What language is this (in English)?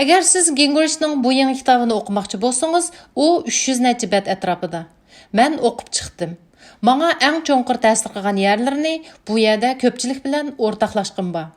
Uyghur